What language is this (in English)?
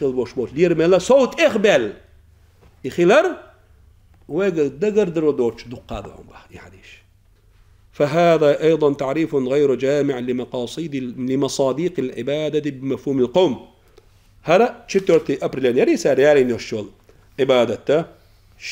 Chechen